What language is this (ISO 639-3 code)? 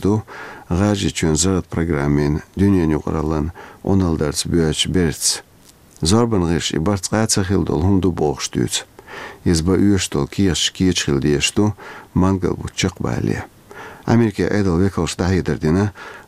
che